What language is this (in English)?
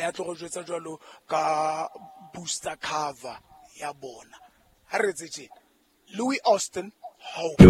Southern Sotho